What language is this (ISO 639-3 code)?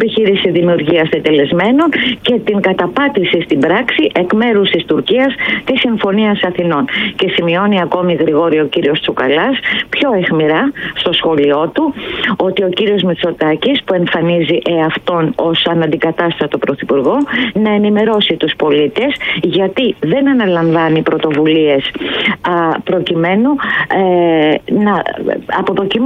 ell